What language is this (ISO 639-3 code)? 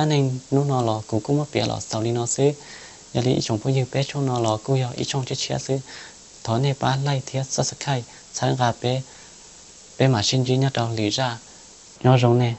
hmn